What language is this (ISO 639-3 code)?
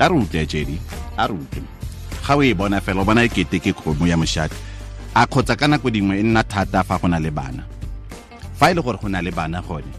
tsn